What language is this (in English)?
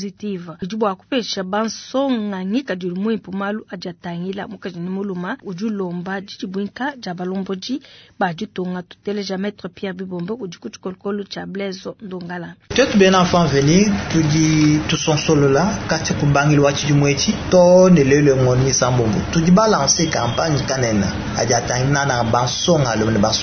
Luba-Lulua